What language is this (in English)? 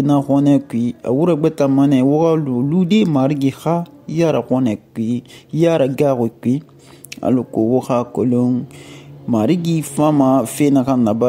Susu